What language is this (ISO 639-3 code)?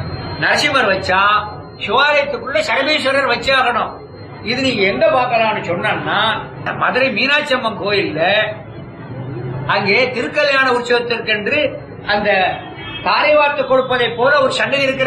tam